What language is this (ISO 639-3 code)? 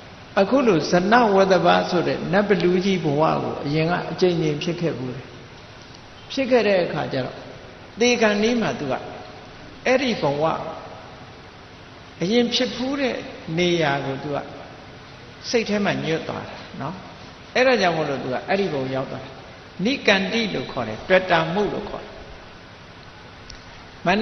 mya